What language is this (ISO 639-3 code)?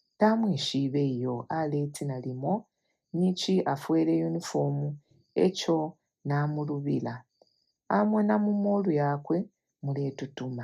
bem